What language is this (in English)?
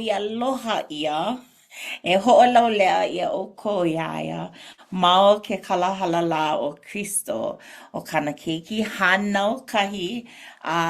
Hawaiian